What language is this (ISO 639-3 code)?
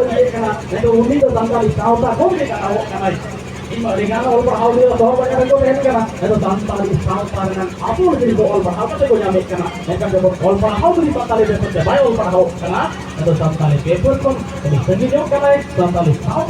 sat